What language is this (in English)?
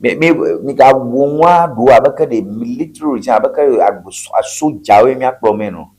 Ewe